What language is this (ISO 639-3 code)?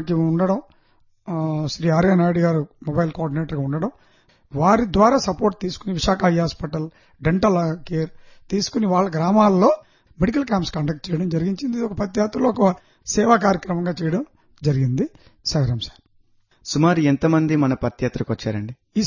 tel